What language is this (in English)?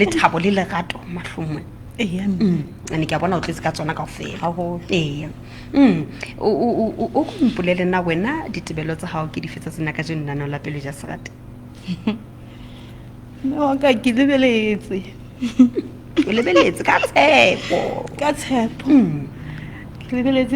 Southern Sotho